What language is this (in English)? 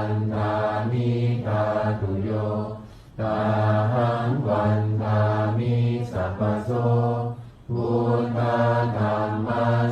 Pali